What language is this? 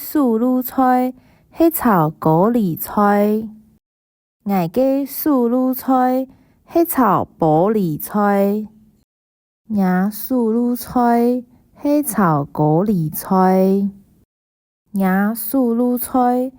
Hakka Chinese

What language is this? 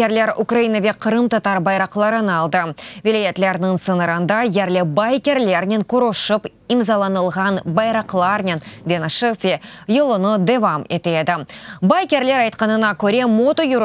Crimean Tatar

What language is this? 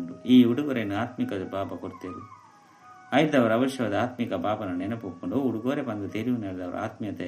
Tulu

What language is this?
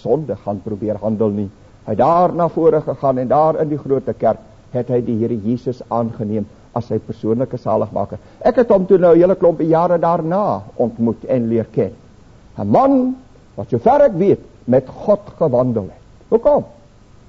Afrikaans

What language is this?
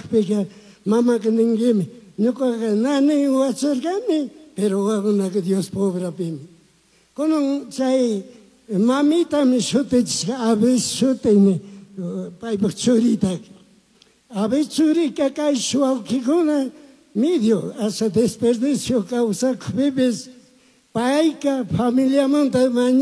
Chimborazo Highland Quichua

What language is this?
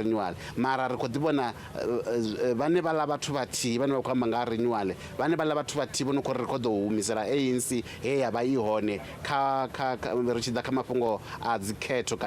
Venda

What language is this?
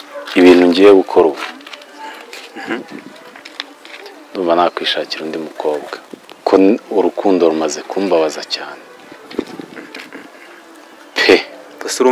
Kinyarwanda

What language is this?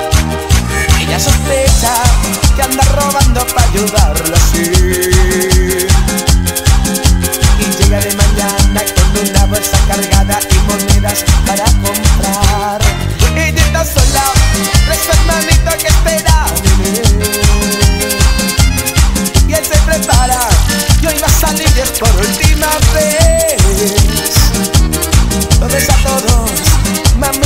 Spanish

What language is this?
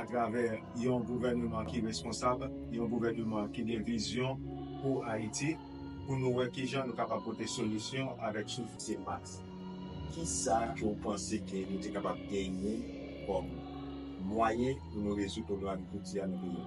Haitian Creole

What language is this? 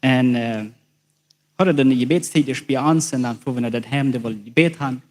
Plautdietsch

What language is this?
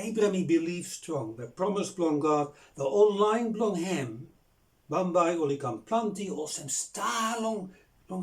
Bislama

